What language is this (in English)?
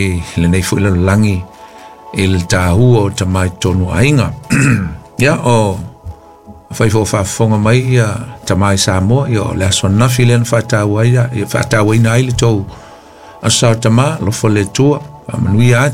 Samoan